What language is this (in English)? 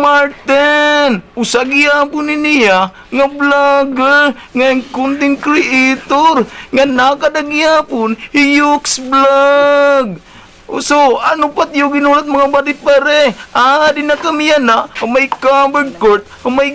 Waray